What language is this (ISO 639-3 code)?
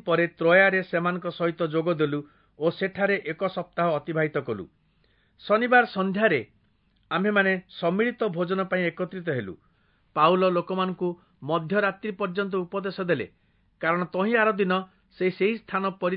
ori